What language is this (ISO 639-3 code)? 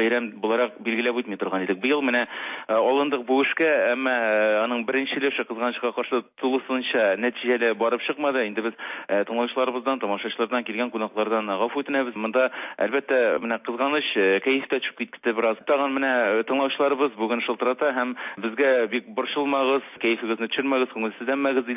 tat